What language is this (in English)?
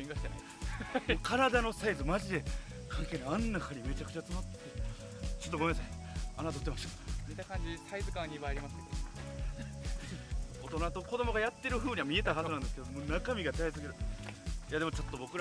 Japanese